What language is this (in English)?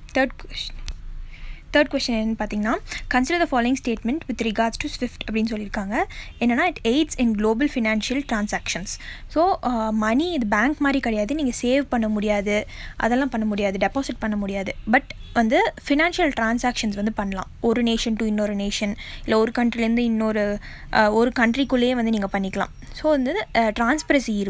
Tamil